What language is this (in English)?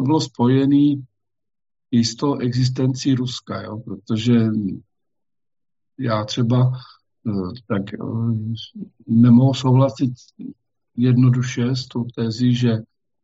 Czech